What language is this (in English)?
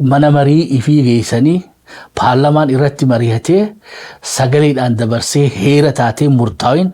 Oromo